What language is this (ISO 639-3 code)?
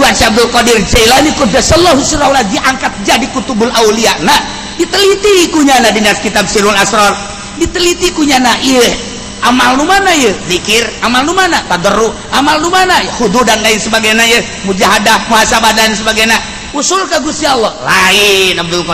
sun